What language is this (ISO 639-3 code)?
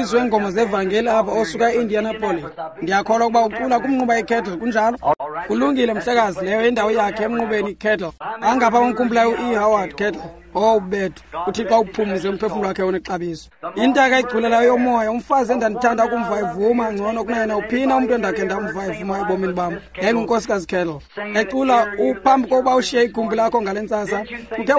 xho